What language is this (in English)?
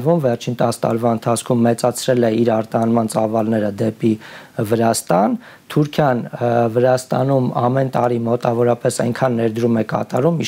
Armenian